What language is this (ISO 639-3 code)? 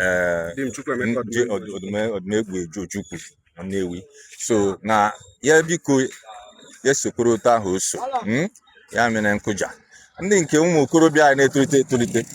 ibo